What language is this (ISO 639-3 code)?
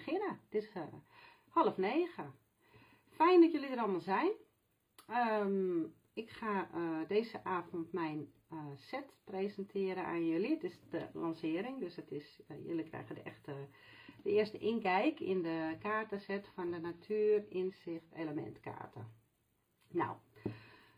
nld